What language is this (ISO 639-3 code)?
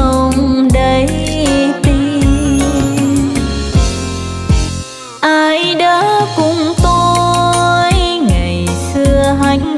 vie